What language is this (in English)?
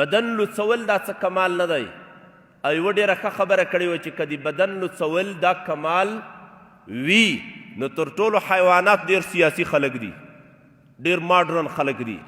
Pashto